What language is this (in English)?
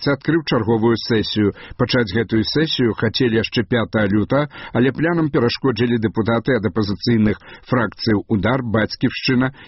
Belarusian